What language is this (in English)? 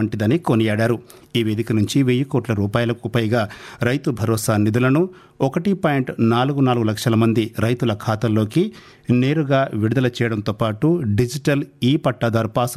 Telugu